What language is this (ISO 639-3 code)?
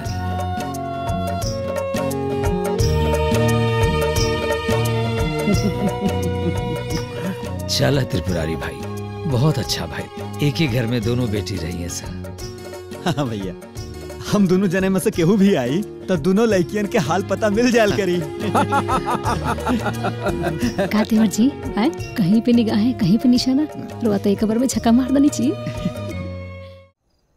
bho